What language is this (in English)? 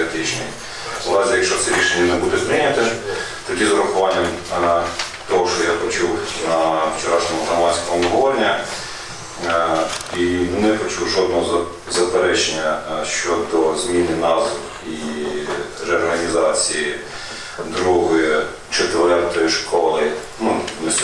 Ukrainian